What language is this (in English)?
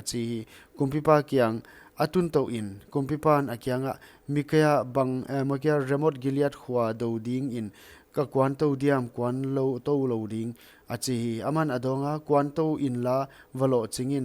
Paite Chin